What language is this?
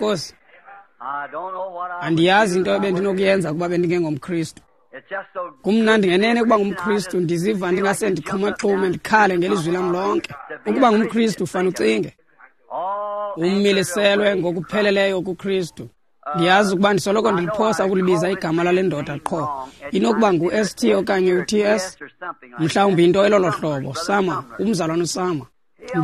Xhosa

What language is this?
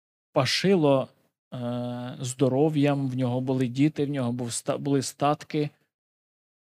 Ukrainian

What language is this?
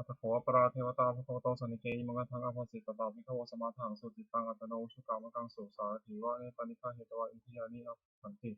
Pali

